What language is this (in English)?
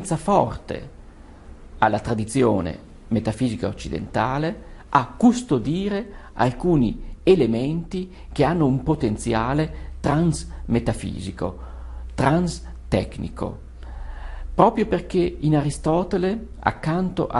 Italian